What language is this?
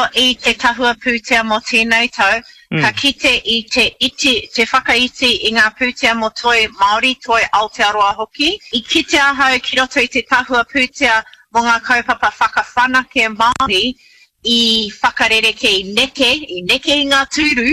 Māori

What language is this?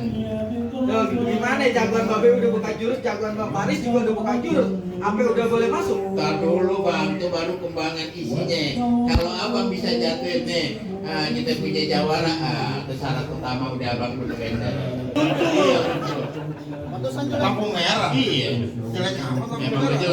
Betawi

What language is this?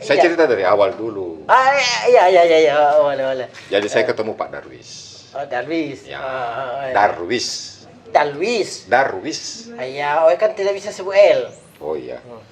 Makassar Malay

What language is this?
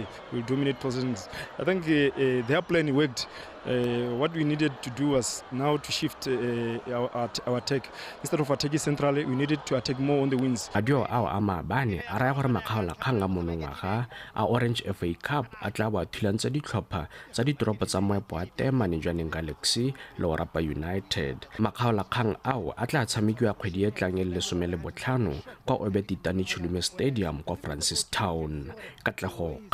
Tswana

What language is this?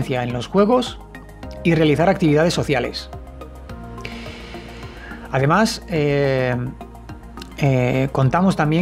Spanish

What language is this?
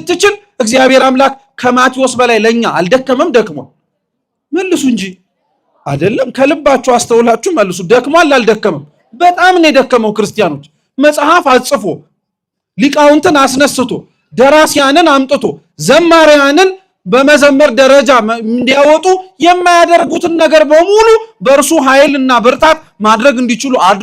Amharic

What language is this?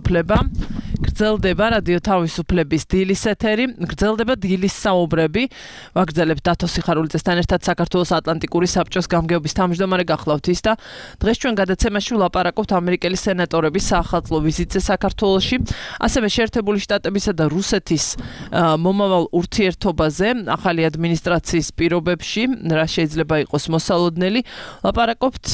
Georgian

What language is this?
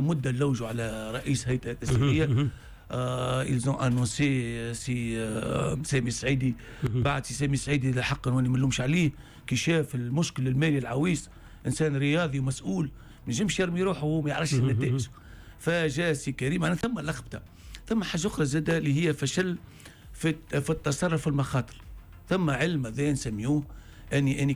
Tunisian Arabic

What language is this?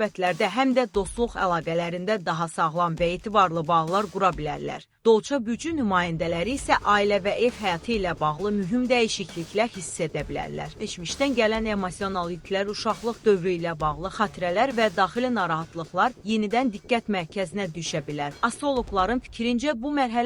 Azerbaijani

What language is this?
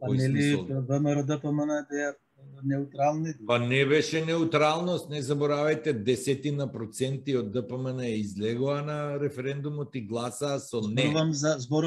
Macedonian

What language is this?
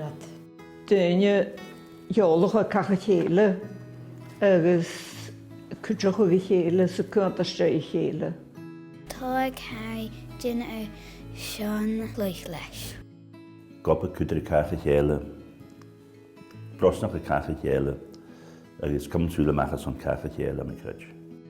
Scottish Gaelic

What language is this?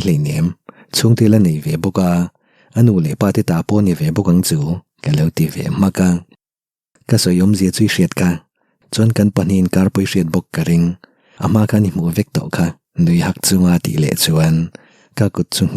Mizo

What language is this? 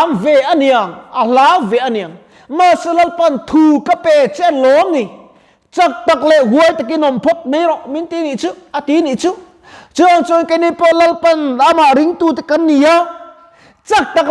Mizo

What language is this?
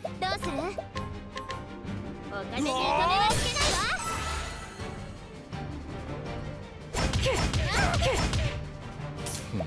Japanese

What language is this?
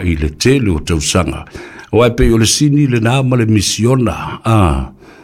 Samoan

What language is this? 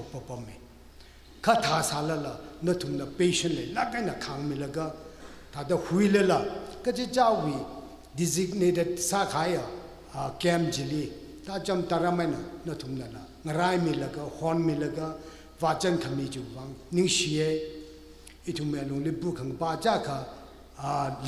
Tangkhul Naga (India)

